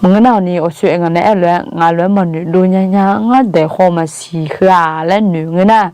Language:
Akha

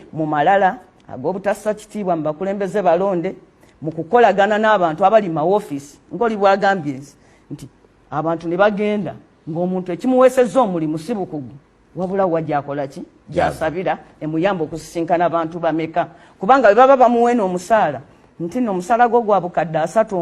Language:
Ganda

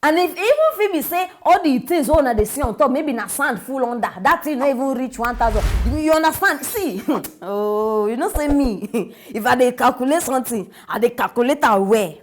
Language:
Nigerian Pidgin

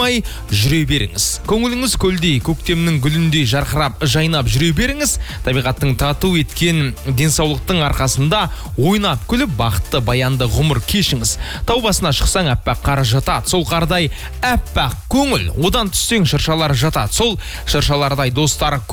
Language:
Kazakh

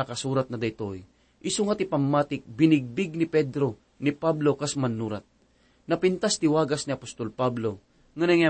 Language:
Iloko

